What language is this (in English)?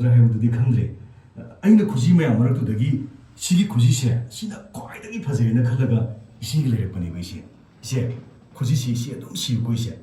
Manipuri